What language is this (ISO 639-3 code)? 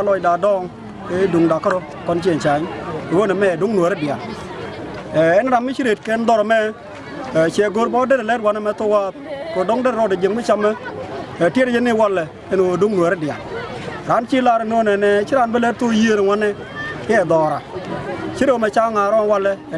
nus